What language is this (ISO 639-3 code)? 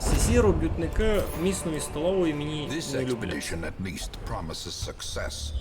rue